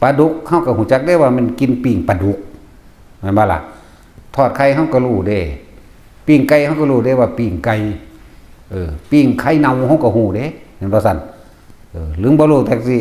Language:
Northeastern Thai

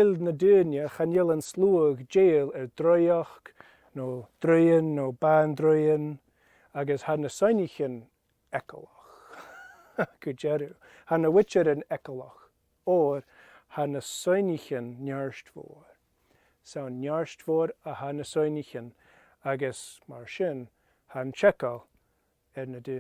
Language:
Scottish Gaelic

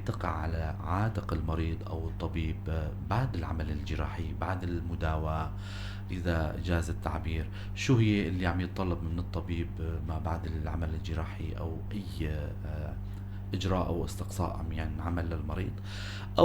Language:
North Levantine Arabic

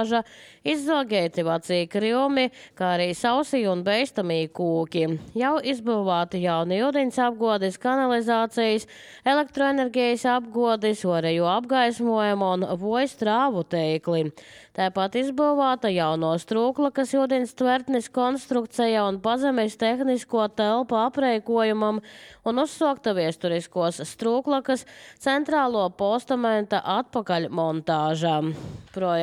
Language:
Latvian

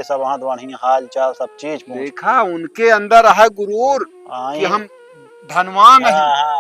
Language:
Awadhi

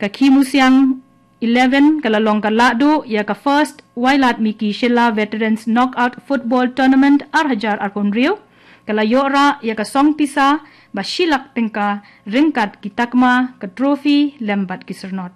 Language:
Khasi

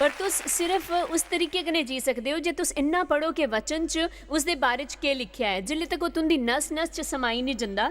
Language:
Dogri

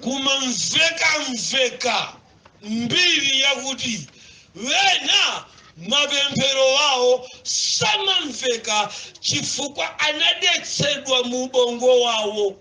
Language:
Nyanja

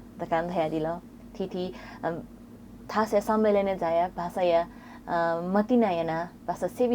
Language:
Newari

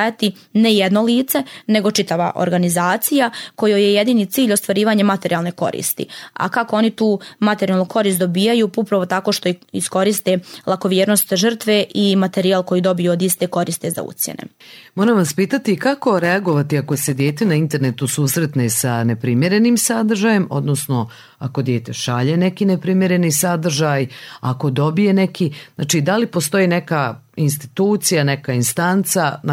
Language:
Croatian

